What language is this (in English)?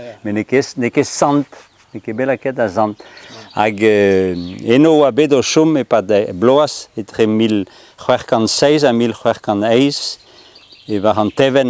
Breton